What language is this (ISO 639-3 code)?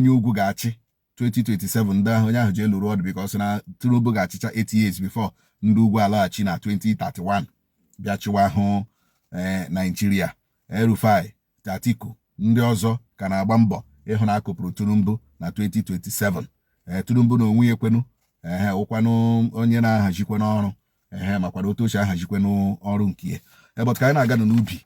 ibo